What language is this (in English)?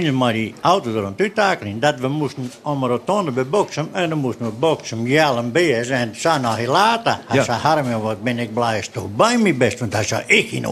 Western Frisian